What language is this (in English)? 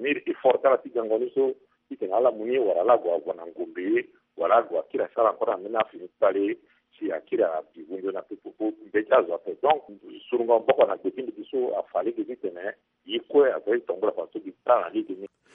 Sango